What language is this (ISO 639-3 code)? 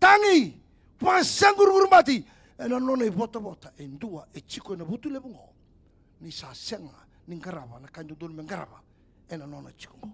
fij